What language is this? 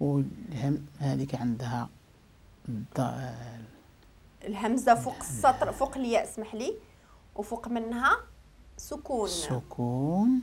Moroccan Arabic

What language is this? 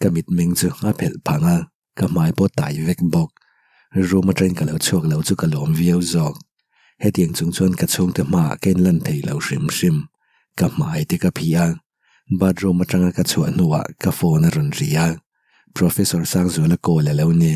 Mizo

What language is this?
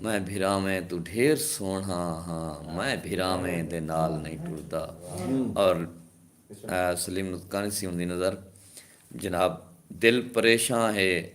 Saraiki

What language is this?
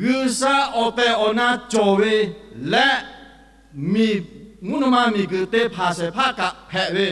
Lahu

